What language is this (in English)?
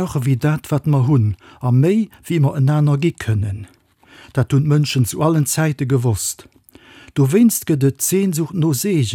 Luxembourgish